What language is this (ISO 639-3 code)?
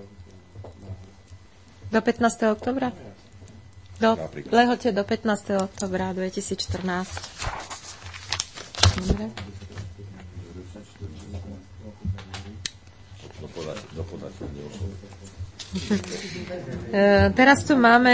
slk